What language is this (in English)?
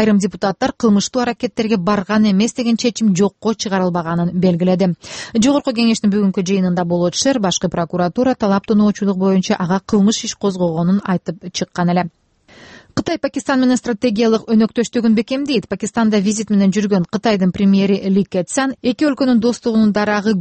Kyrgyz